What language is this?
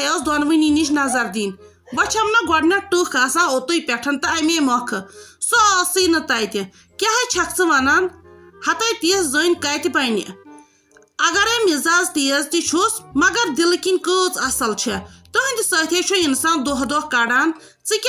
Kashmiri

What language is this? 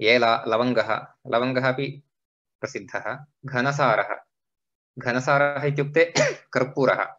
Sanskrit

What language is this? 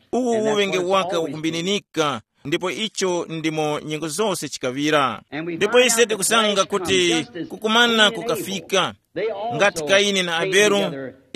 Tumbuka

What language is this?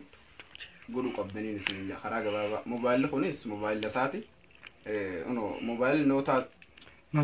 Oromo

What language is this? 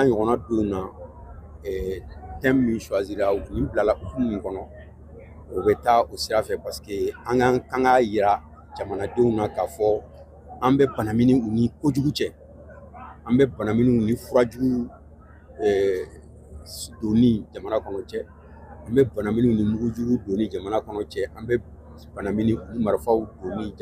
Bambara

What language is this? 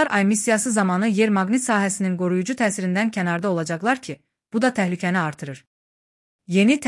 Azerbaijani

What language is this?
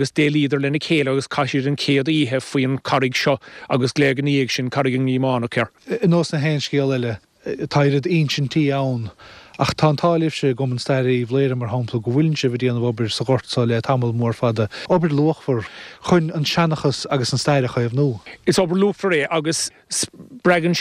Irish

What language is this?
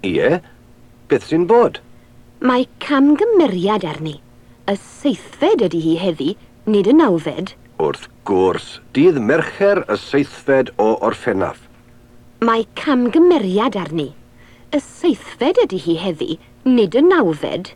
Welsh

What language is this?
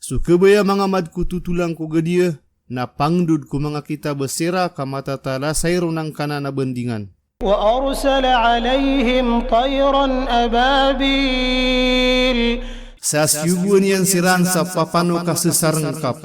Maranao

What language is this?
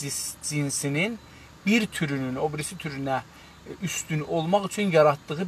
South Azerbaijani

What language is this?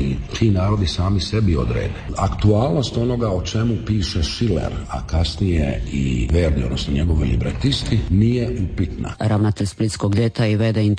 Croatian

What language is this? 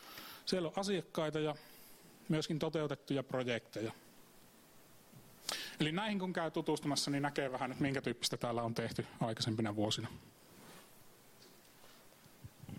Finnish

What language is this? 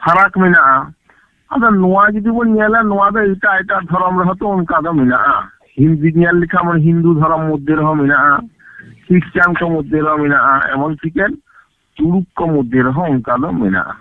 Santali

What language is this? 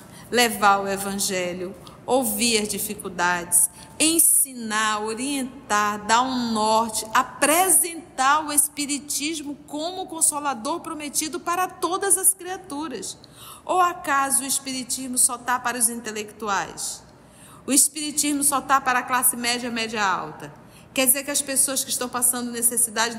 Portuguese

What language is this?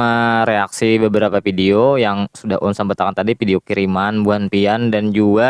Banjar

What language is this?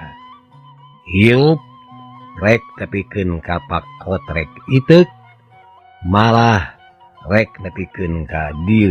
Sundanese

